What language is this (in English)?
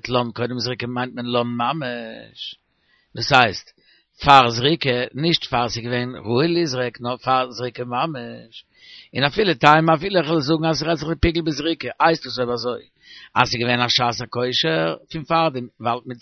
Yiddish